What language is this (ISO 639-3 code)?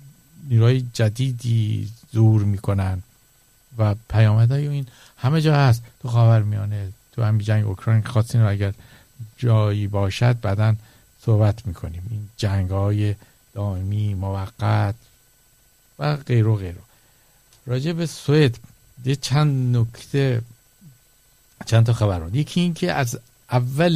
fas